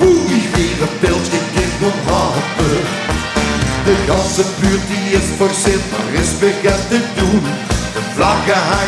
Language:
Dutch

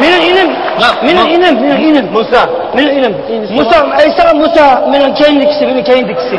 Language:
Uyghur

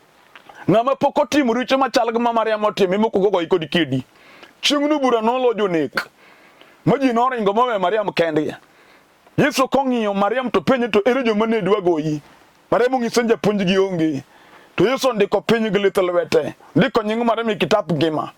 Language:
Luo (Kenya and Tanzania)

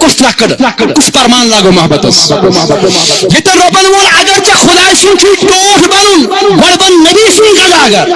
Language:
Kashmiri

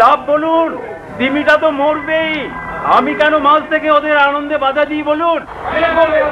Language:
Bangla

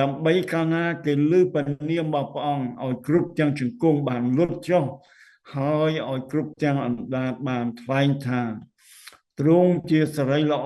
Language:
Khmer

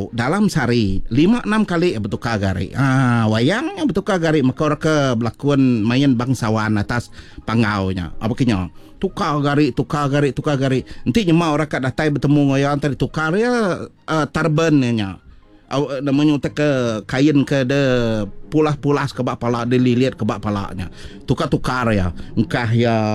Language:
Iban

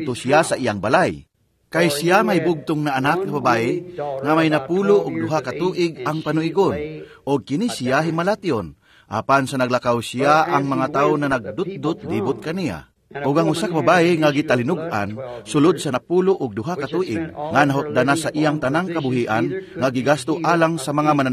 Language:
Cebuano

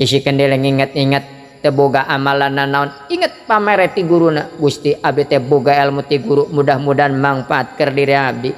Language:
Sundanese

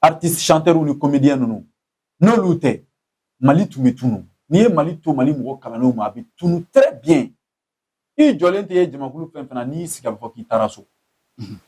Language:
Bambara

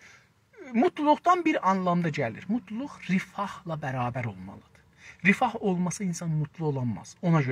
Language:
South Azerbaijani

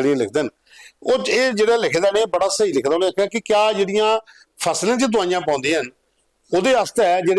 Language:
Dogri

